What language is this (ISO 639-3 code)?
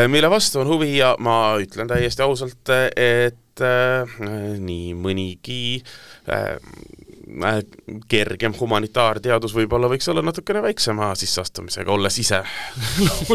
est